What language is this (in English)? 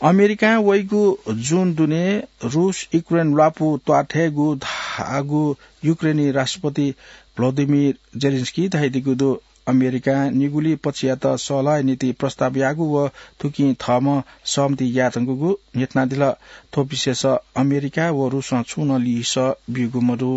Newari